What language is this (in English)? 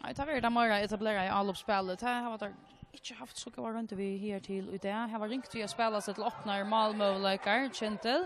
Faroese